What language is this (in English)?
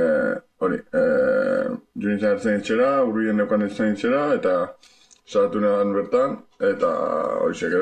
Basque